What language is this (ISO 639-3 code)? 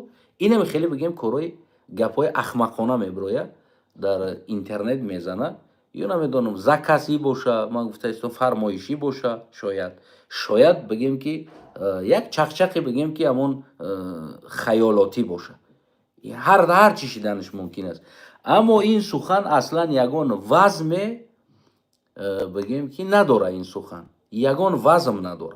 tgk